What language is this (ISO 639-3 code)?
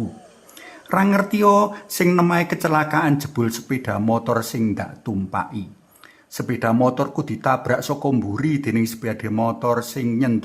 jav